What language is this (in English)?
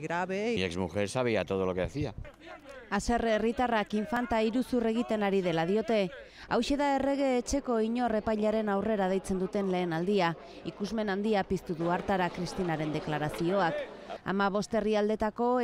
Basque